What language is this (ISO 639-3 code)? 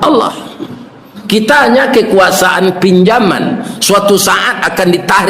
min